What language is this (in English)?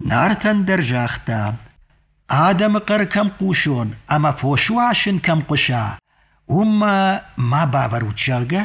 Ossetic